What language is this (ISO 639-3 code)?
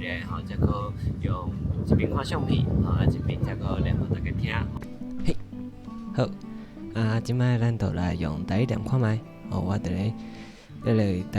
nan